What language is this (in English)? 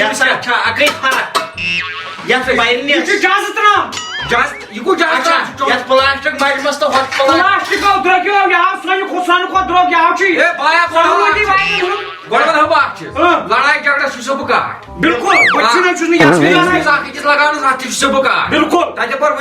Kashmiri